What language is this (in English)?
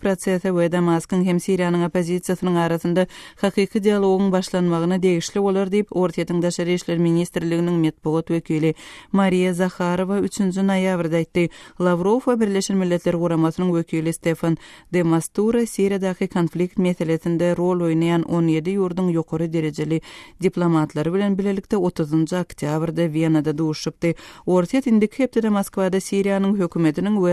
Turkmen